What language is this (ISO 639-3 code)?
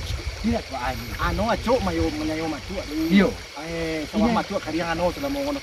min